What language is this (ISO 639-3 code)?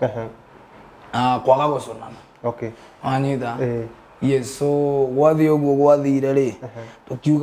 kik